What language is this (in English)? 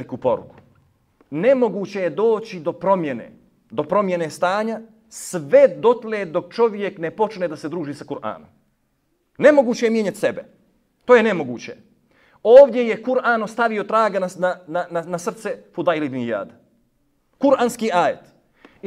Bosnian